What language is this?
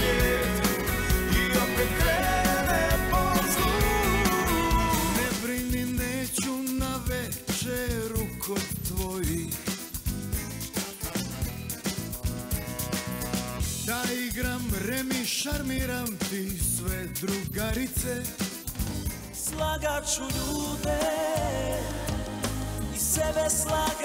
Bosnian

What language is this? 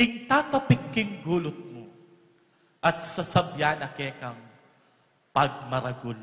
Pampanga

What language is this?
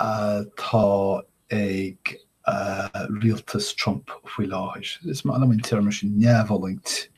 Irish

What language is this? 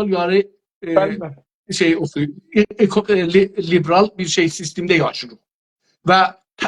South Azerbaijani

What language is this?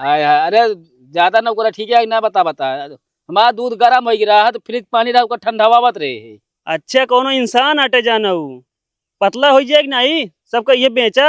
Awadhi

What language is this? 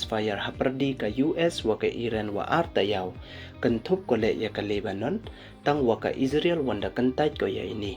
Pnar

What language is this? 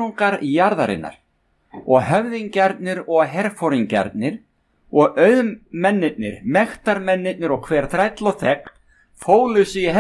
Icelandic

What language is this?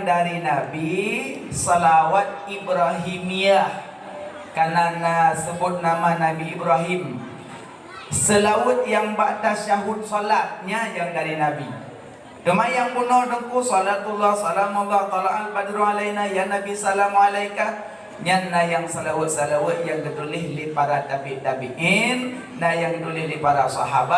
Achinese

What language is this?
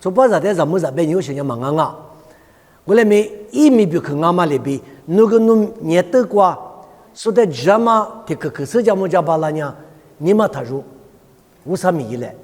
Lisu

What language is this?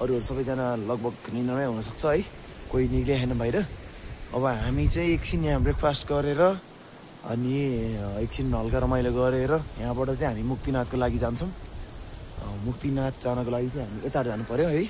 Nepali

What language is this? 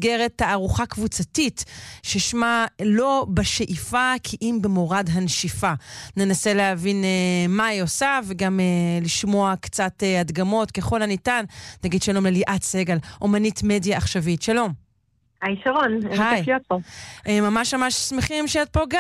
Hebrew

